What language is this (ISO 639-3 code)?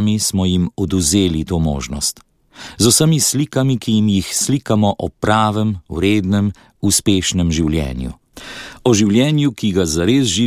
slv